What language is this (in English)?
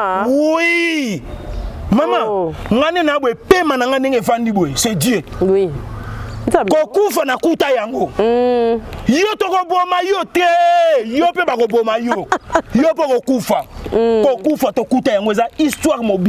Lingala